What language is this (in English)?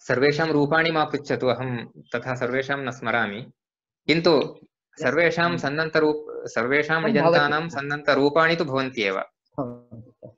Sanskrit